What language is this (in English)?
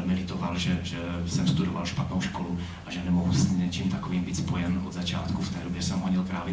Czech